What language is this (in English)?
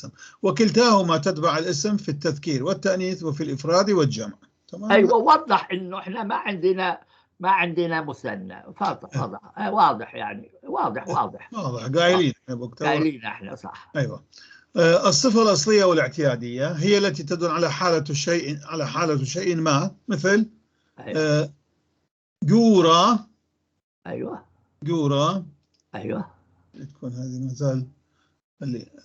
North Levantine Arabic